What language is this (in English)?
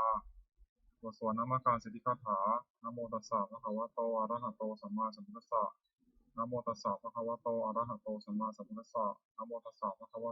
Pali